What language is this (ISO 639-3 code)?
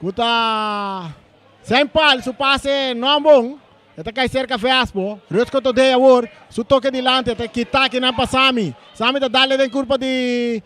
pap